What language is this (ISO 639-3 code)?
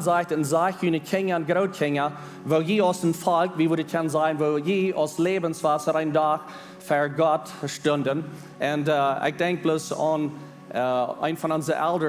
pdt